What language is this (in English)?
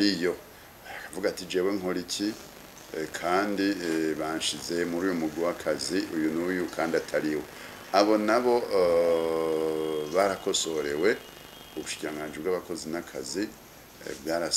Rundi